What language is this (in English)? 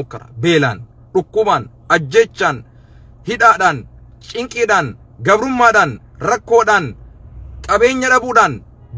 Oromo